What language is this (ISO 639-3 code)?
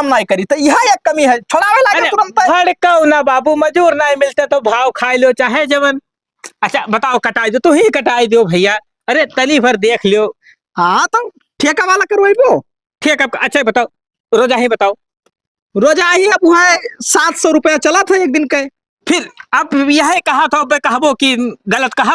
awa